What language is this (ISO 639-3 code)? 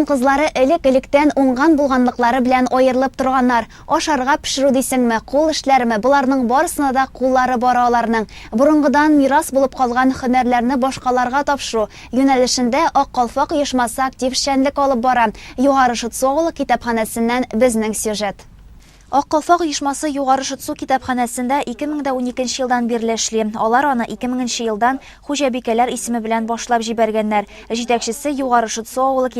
tat